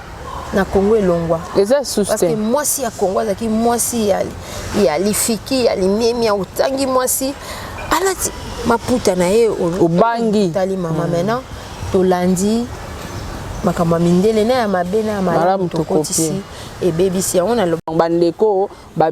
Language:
Lingala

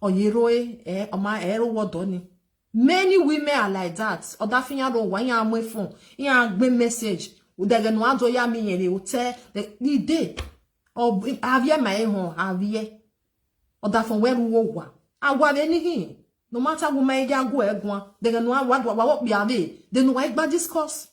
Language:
Nigerian Pidgin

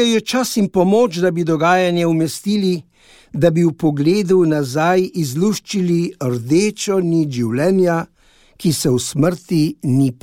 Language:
Slovenian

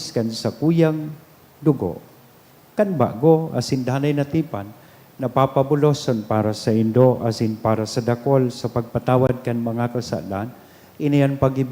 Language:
Bikol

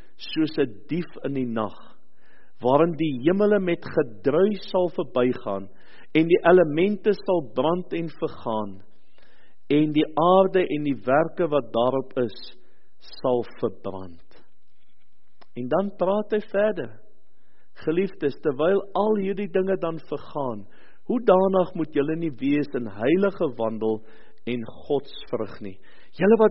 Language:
Afrikaans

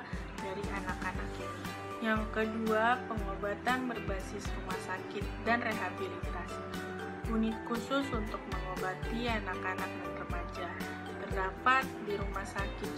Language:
Indonesian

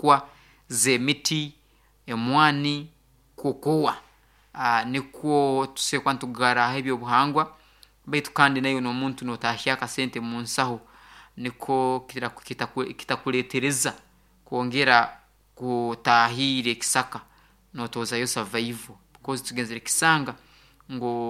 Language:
Nyoro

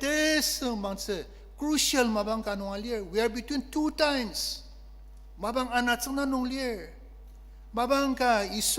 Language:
Ao Naga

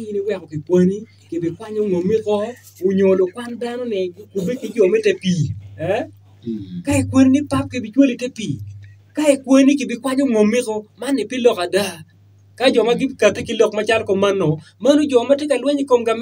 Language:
Acoli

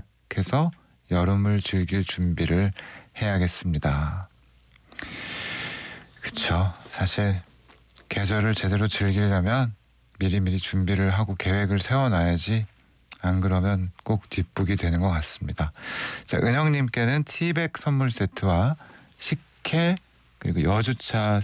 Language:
Korean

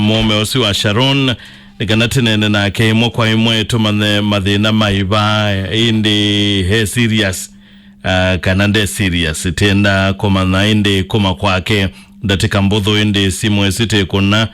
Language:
Kamba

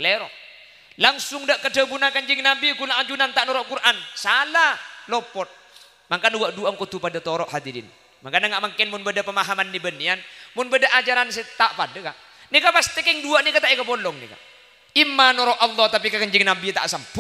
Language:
Madurese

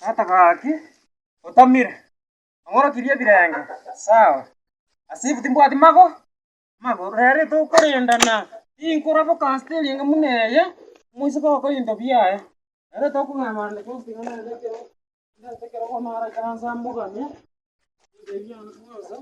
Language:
Gusii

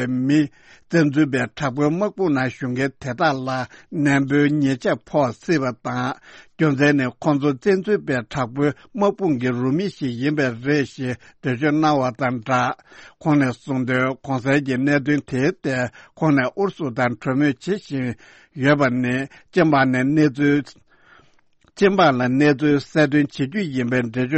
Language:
Tibetan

